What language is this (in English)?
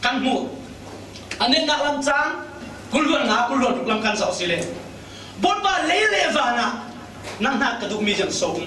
Falam Chin